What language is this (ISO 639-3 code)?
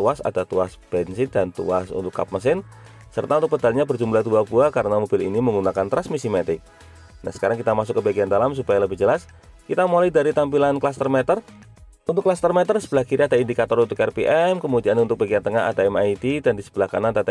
ind